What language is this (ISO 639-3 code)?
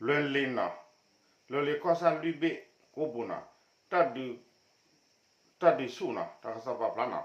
ksw